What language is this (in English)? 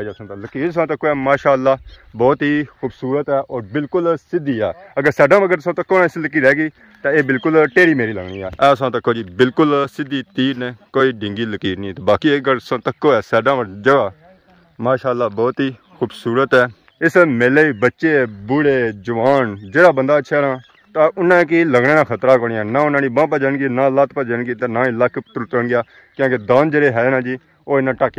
Pahari-Potwari